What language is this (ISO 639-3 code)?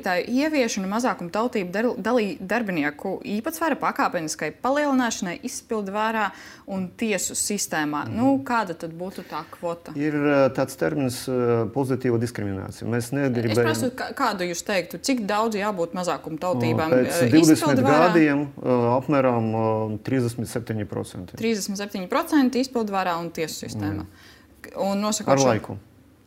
lav